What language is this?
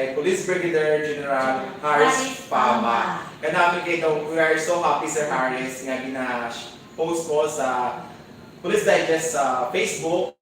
Hiligaynon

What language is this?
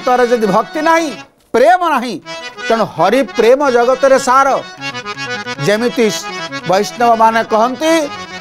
Odia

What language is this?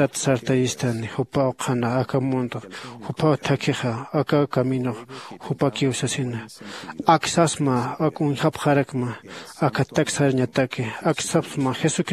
Aymara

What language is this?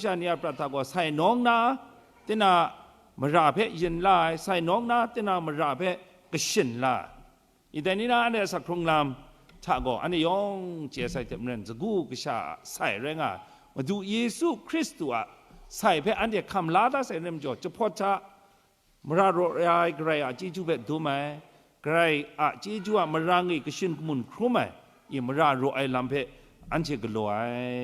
Kachin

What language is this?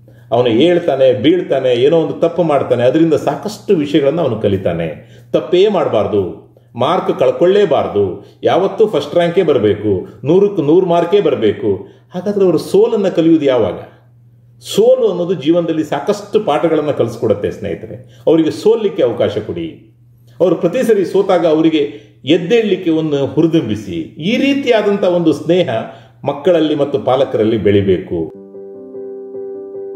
Kannada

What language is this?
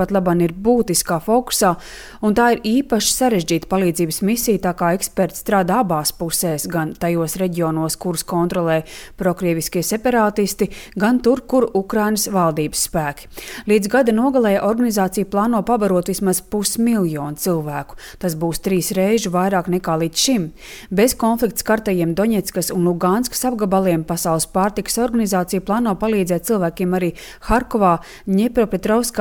Latvian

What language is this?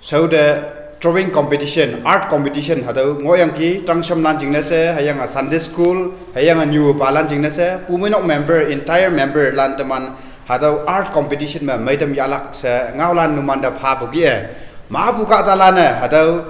Konyak Naga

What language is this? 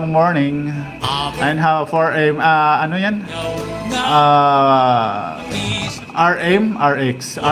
Waray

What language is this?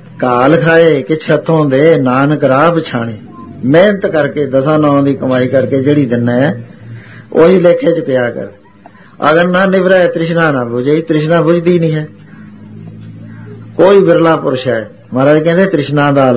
Punjabi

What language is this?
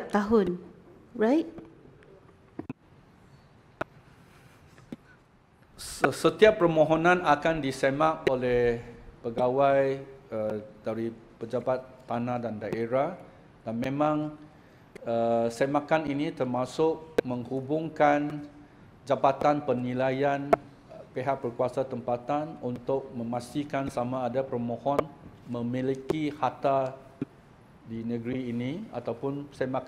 Malay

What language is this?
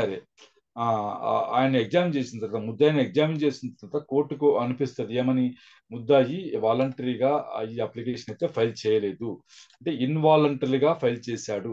Telugu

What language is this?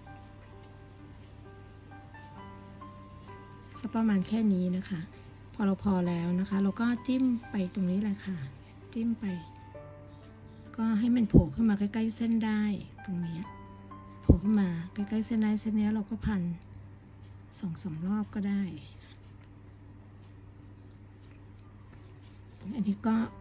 Thai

